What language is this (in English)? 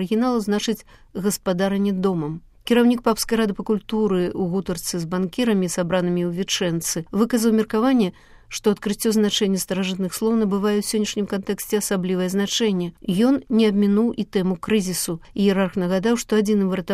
Belarusian